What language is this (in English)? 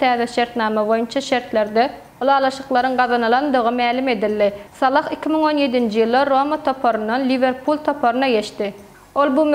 Turkmen